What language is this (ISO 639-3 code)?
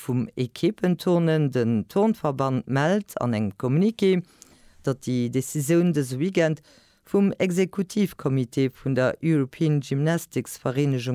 ltz